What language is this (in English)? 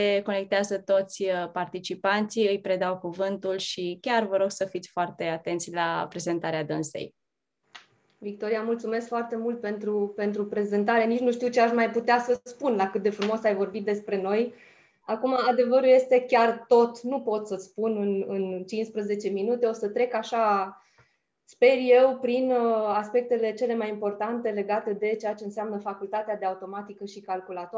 Romanian